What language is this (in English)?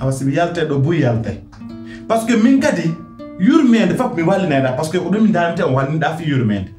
Pular